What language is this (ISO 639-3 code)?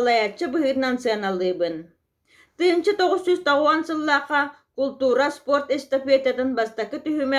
sah